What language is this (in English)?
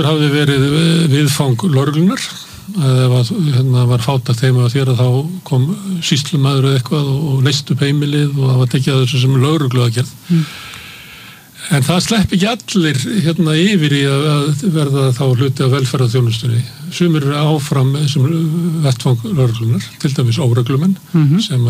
Icelandic